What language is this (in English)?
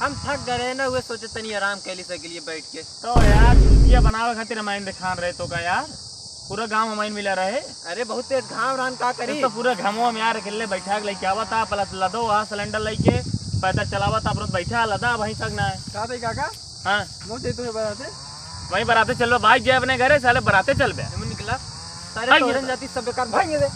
Awadhi